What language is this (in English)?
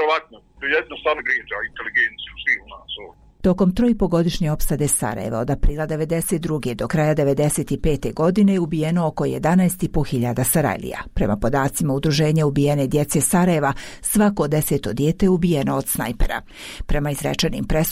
Bosnian